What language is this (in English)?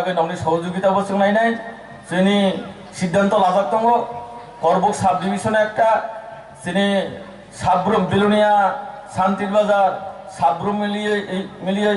Kok Borok